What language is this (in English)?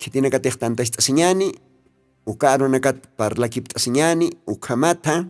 Aymara